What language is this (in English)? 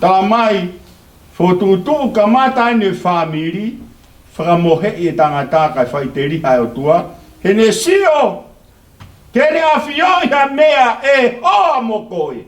Tongan